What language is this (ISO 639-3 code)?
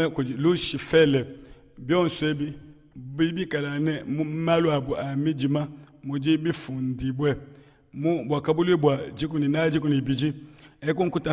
lua